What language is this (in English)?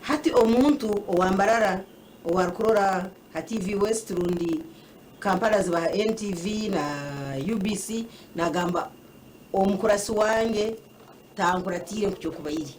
Nyankole